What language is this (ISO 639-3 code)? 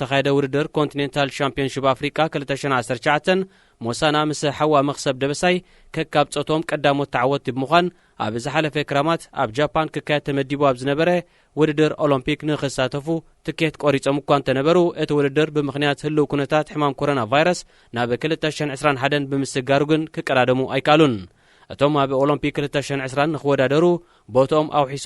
tir